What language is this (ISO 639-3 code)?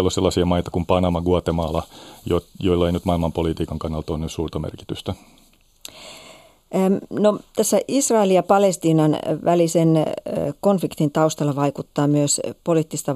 fin